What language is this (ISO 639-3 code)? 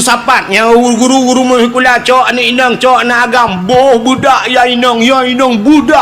ace